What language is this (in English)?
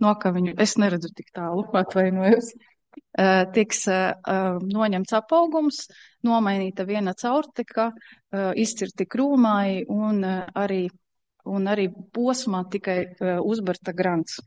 Latvian